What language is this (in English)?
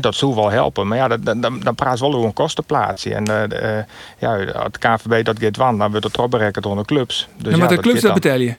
Western Frisian